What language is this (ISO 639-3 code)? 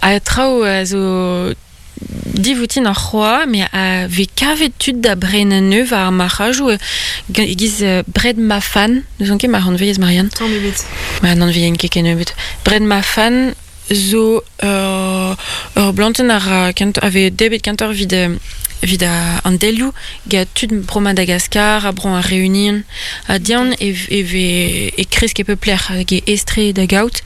bre